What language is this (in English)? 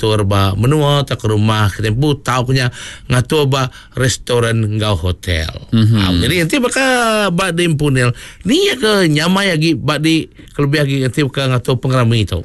Iban